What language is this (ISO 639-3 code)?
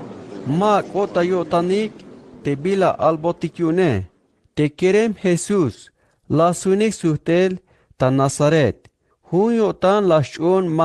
tzh